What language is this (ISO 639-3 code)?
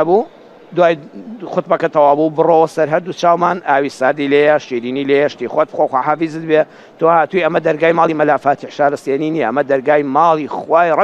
ckb